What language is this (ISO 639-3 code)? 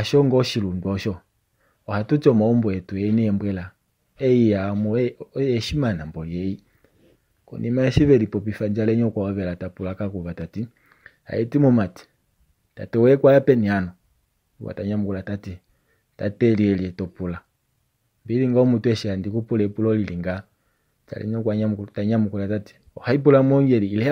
kua